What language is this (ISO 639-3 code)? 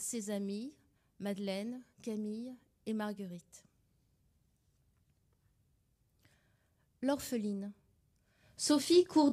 fra